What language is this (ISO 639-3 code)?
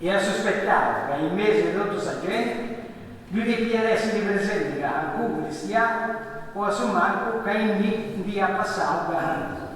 srd